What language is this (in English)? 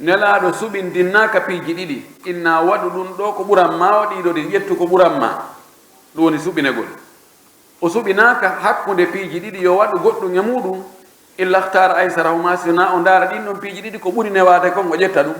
Pular